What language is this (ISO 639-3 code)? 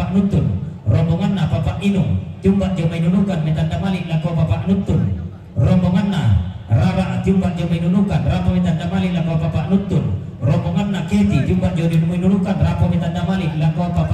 sda